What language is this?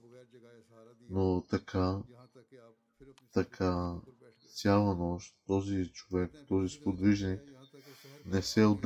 Bulgarian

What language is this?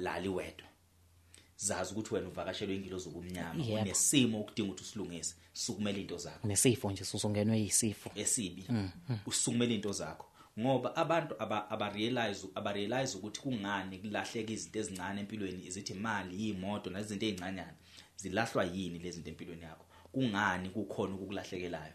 Zulu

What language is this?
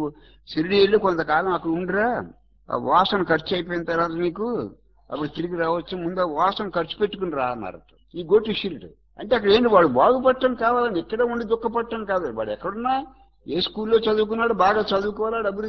Telugu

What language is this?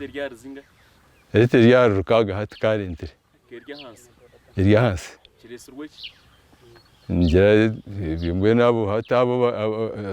Nyankole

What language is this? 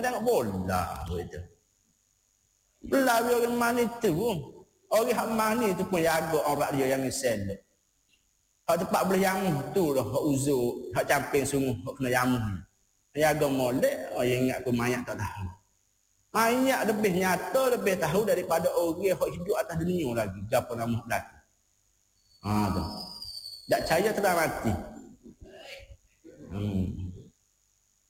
Malay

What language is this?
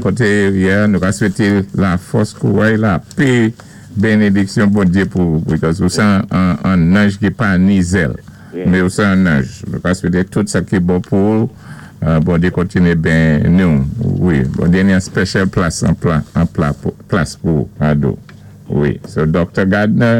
Saint Lucian Creole French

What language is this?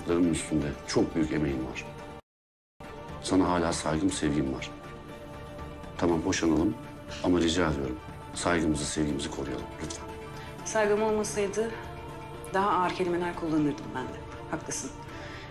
Turkish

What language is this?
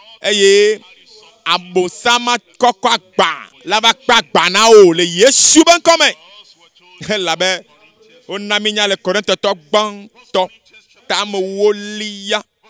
Ewe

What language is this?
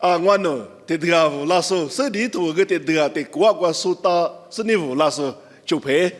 Lisu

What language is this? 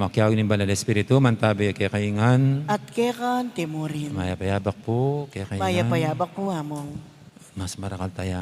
Pampanga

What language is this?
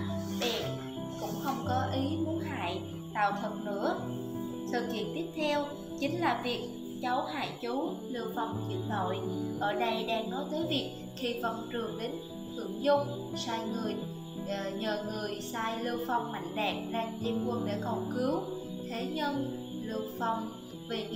Vietnamese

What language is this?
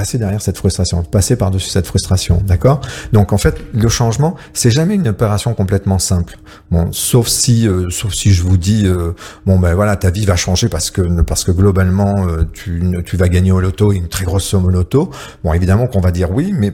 French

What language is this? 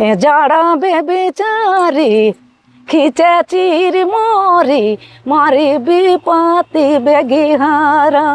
Sadri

